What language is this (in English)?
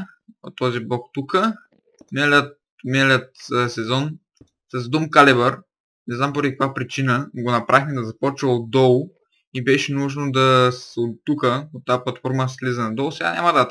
Bulgarian